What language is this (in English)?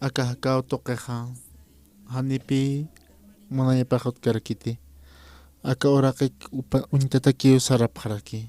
Aymara